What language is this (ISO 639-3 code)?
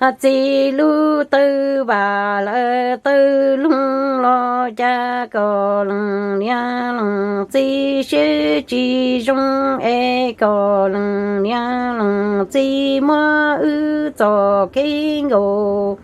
hmn